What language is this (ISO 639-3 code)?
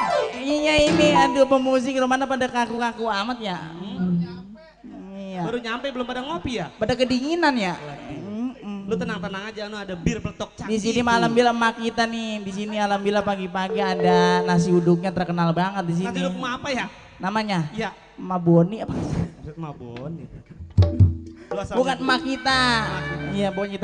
bew